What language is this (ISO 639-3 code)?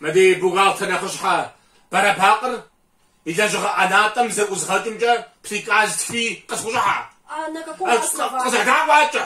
kbd